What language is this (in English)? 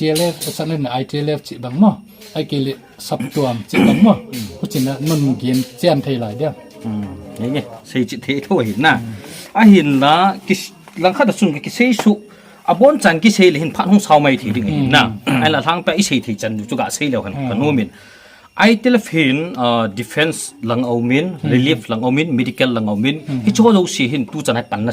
Paite Chin